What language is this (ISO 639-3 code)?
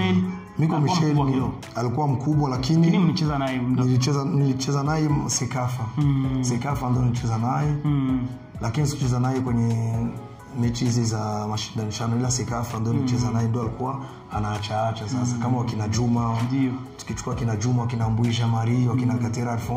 swa